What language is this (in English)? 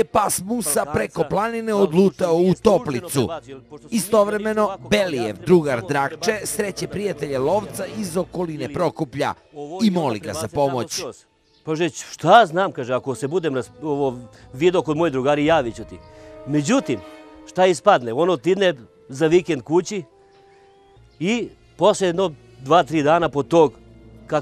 Serbian